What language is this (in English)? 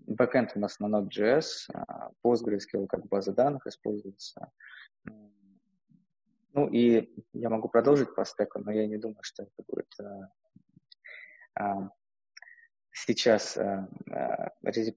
Russian